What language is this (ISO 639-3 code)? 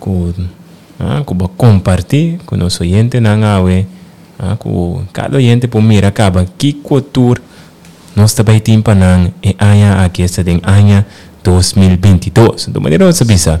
pap